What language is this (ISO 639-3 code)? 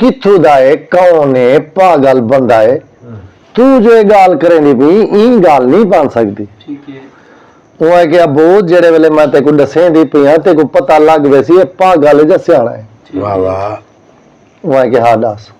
skr